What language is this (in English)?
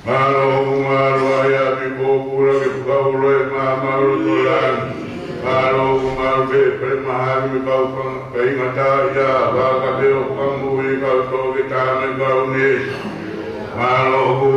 Tongan